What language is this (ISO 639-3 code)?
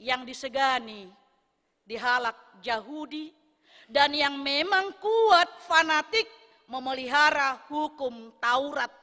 bbc